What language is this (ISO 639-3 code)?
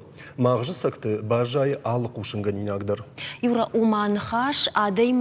oss